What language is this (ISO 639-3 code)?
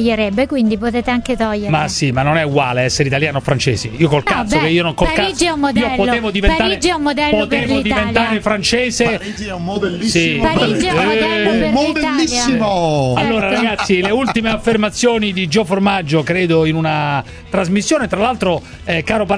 ita